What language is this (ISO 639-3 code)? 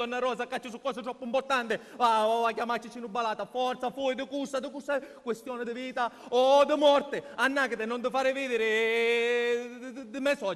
scn